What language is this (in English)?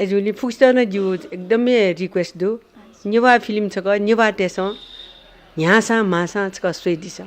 Newari